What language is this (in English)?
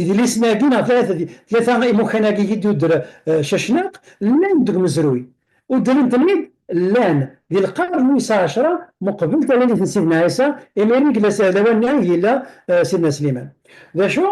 Kabyle